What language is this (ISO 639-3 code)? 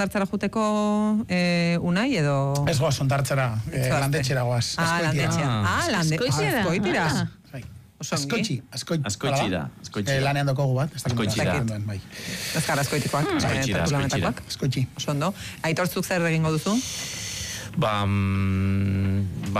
eus